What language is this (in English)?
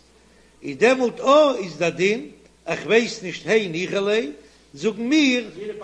Yiddish